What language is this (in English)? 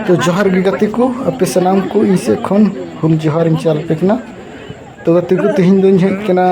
Santali